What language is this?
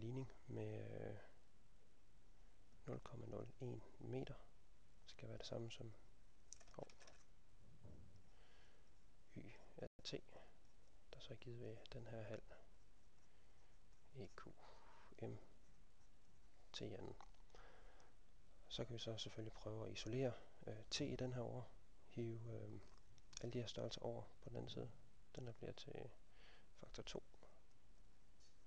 Danish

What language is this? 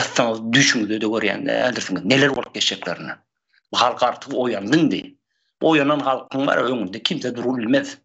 Turkmen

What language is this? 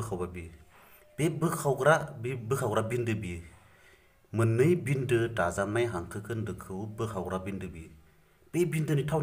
Bodo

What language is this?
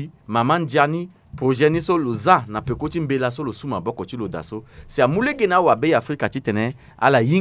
Sango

